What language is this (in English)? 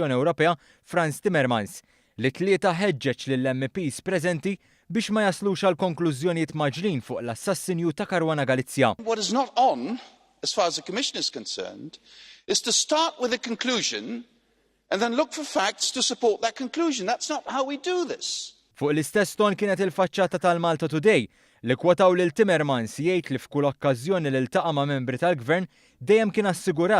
Maltese